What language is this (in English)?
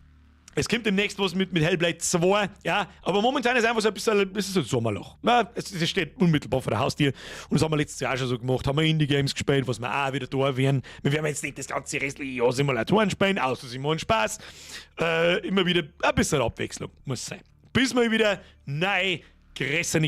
Bavarian